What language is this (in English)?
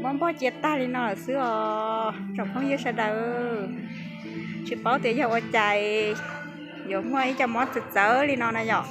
Hmong